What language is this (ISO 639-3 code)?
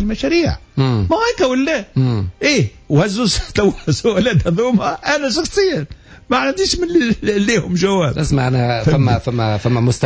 aeb